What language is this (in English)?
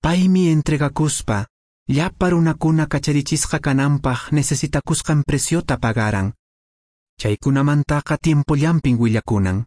Quechua